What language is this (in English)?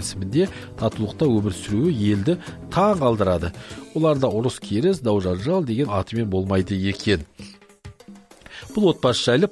Kazakh